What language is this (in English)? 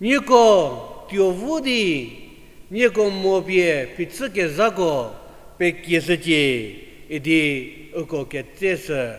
Angami Naga